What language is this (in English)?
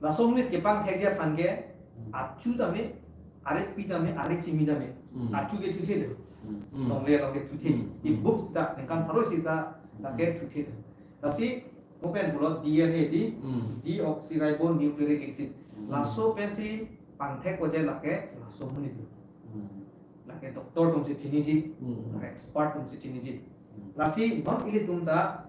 Karbi